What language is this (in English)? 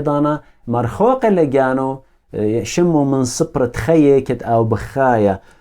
Assyrian Neo-Aramaic